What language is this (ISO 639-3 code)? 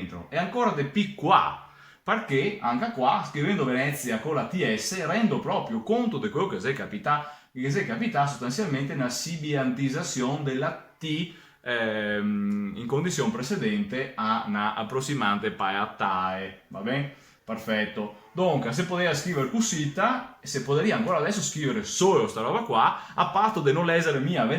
vec